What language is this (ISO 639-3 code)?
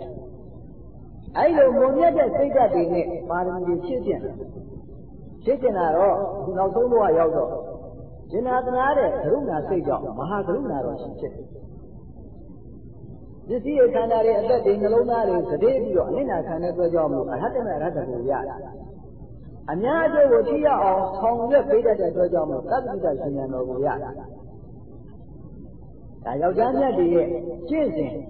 mya